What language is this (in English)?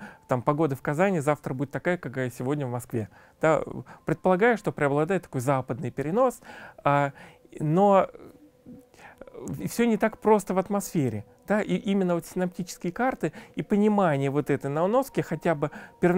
Russian